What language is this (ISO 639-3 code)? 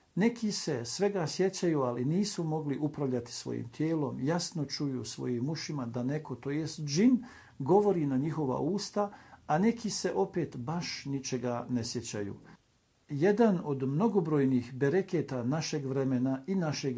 bos